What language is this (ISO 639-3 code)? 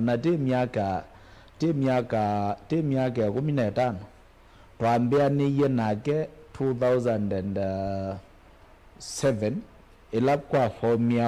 kam